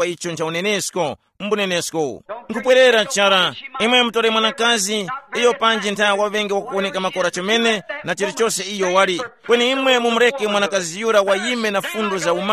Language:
Tumbuka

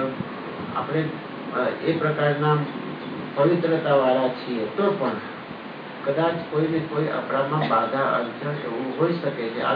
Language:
Gujarati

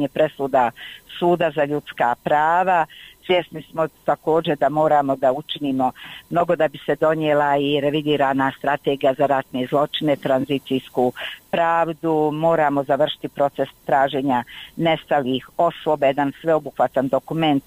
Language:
Bosnian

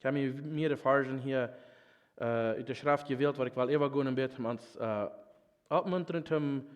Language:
Plautdietsch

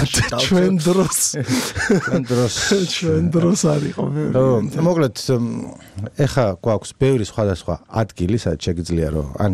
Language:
Georgian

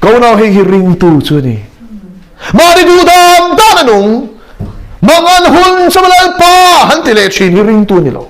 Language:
Mizo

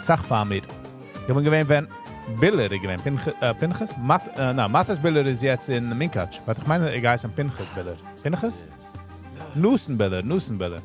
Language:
Yiddish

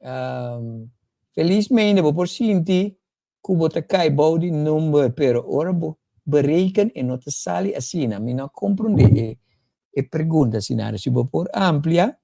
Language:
Papiamento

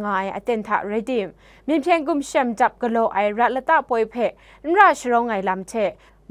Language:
Kachin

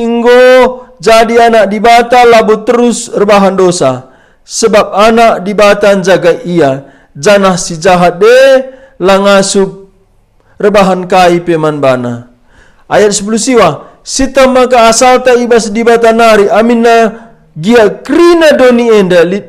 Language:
Batak Karo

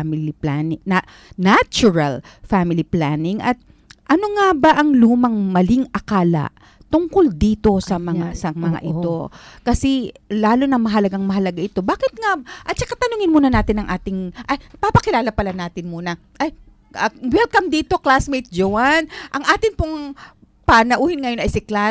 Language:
Filipino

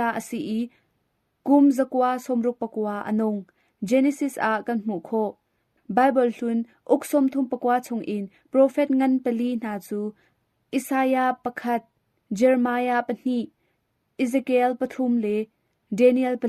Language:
Hakha Chin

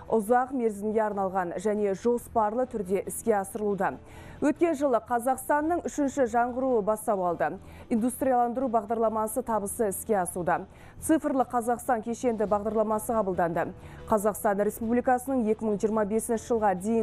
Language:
Kazakh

